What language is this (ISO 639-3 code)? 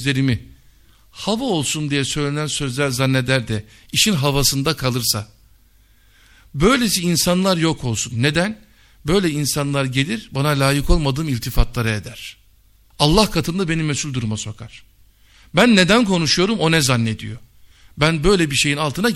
tur